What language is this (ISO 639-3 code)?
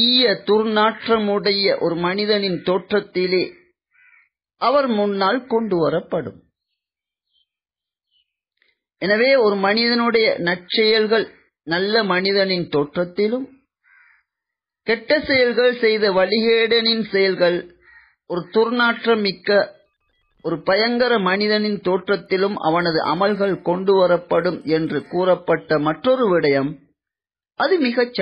tam